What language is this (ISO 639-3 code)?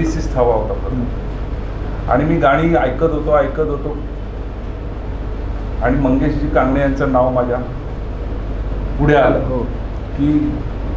mar